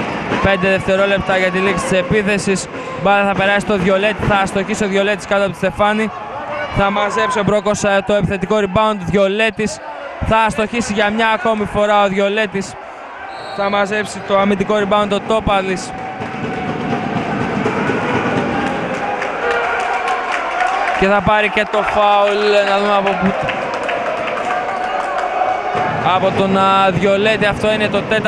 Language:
Greek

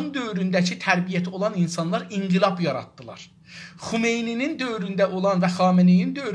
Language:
South Azerbaijani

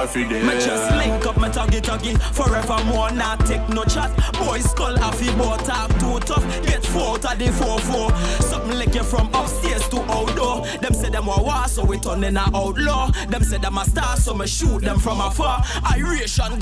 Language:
Jamaican Creole English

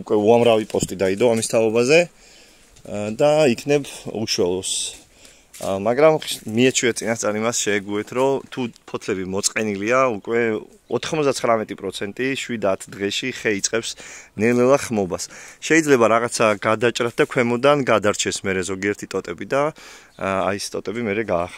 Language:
Georgian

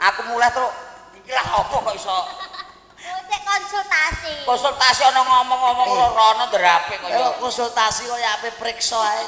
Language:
Javanese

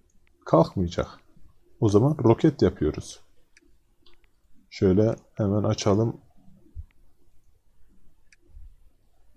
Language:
Turkish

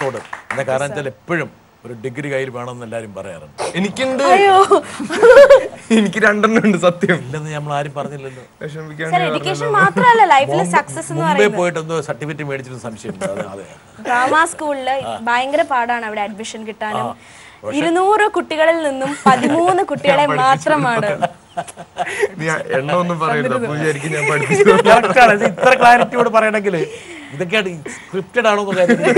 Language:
Malayalam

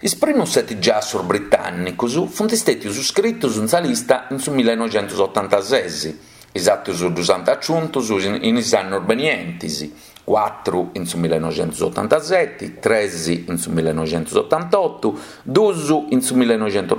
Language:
Sardinian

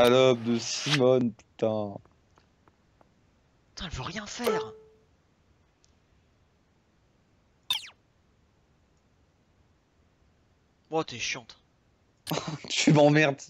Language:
French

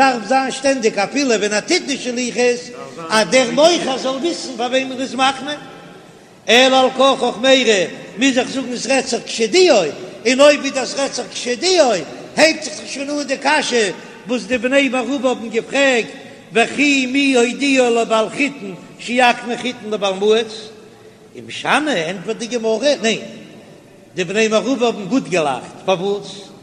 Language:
Yiddish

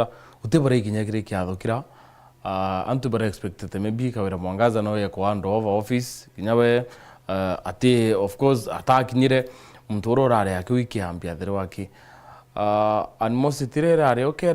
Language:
Meru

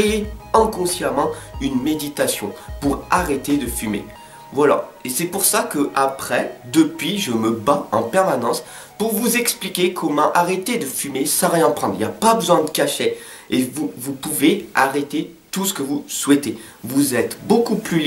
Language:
French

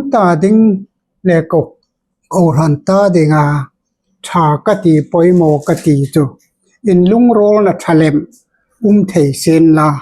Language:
Hmar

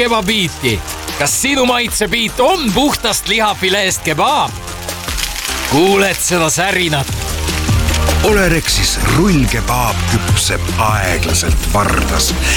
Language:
Estonian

